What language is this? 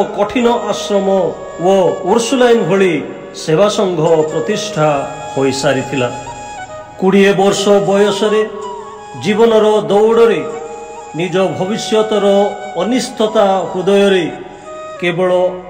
Odia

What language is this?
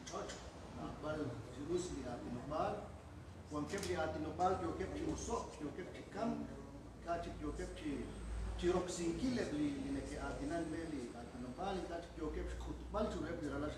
Kekchí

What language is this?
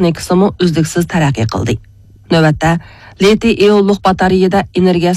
Uyghur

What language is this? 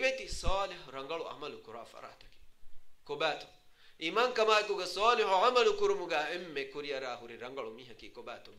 Divehi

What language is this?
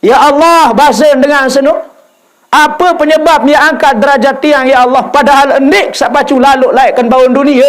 Sasak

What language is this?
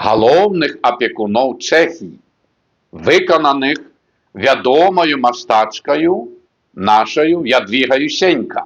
Belarusian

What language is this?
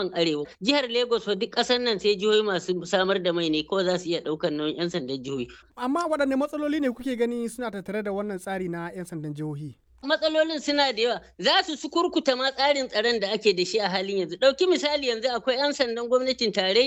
Hausa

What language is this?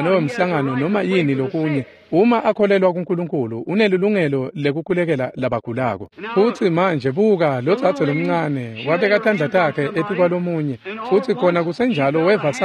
Swati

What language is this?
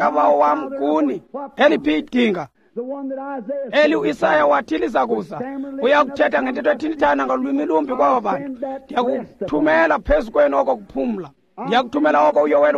Xhosa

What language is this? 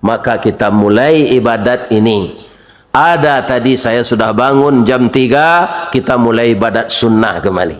Minangkabau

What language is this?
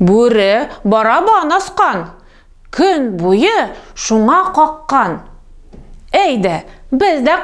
Tatar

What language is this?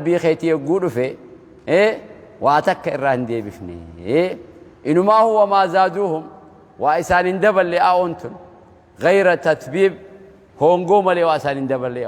Oromo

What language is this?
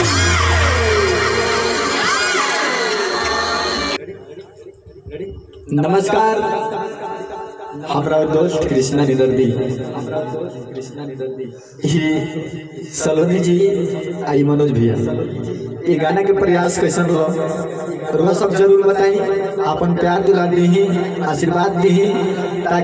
Bhojpuri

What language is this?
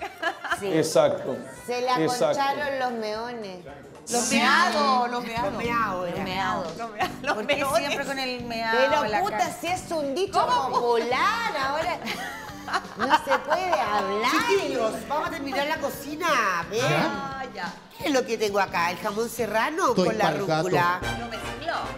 Spanish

